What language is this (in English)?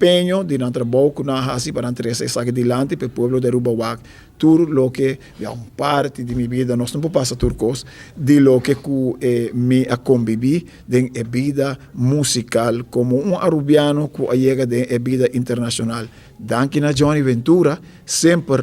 Papiamento